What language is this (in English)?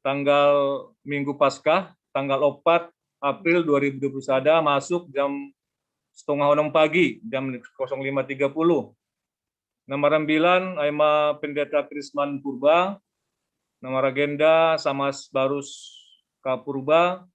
Batak Simalungun